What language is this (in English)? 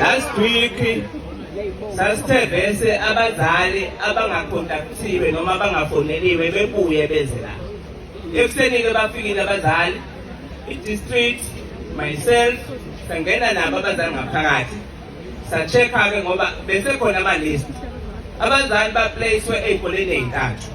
Zulu